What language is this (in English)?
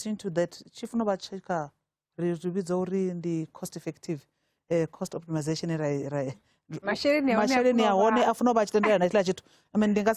Venda